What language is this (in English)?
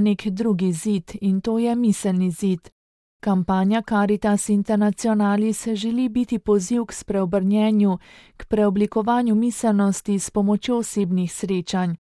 Slovenian